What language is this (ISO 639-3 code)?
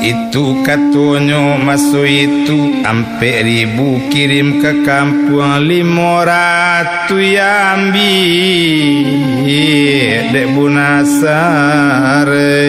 min